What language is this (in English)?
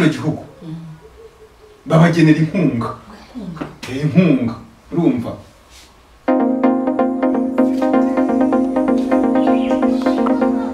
Kinyarwanda